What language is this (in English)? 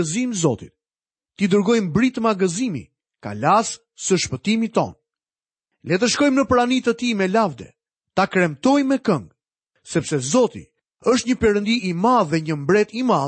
Albanian